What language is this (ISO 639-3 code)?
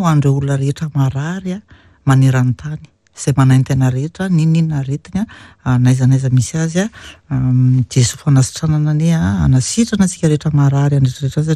mlg